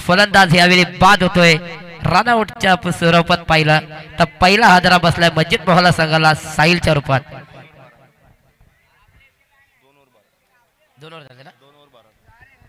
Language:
Marathi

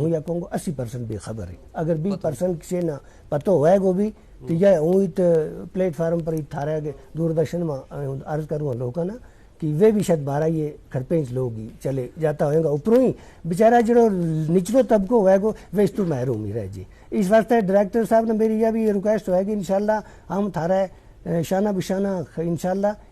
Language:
Gujari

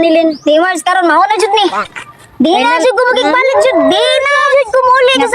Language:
Cebuano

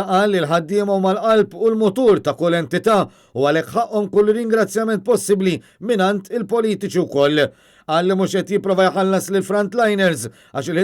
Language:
Maltese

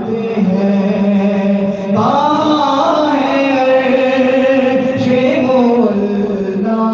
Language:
Saraiki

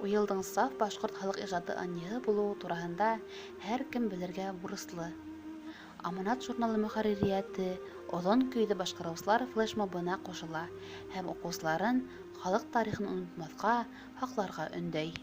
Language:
Bashkir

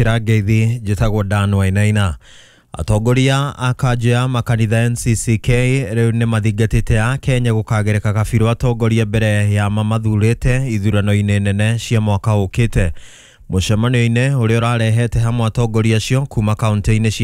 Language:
Kikuyu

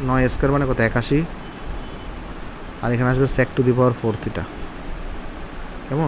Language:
Bangla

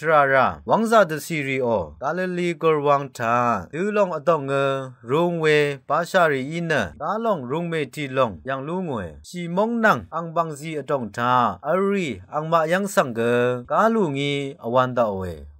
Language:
Rawang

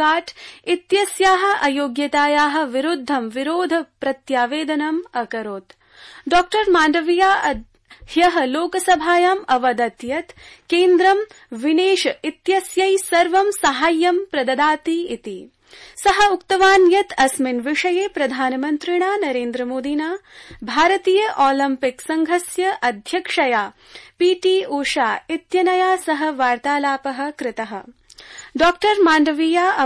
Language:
Sanskrit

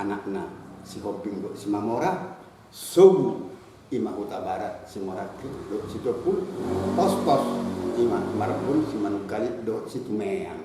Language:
Batak Toba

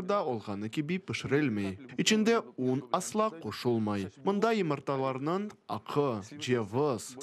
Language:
Crimean Tatar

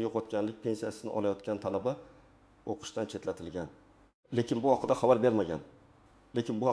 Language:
Uzbek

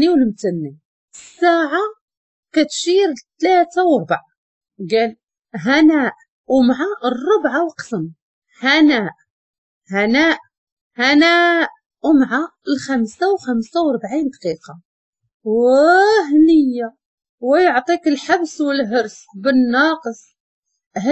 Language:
Moroccan Arabic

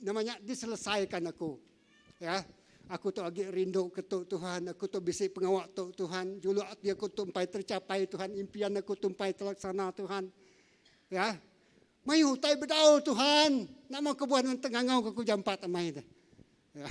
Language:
Iban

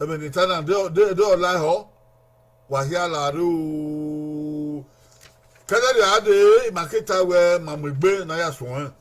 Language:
Bini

